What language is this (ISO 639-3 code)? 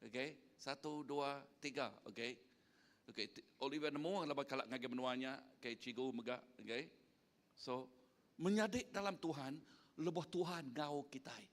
iba